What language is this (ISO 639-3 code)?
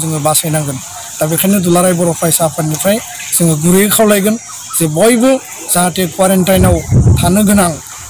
brx